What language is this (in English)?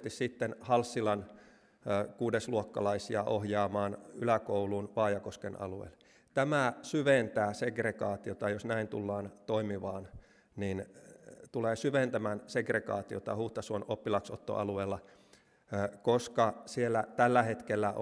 Finnish